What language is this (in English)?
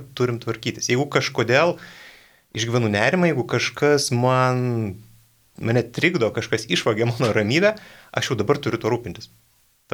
Lithuanian